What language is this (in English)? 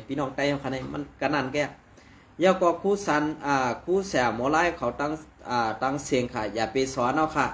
Shan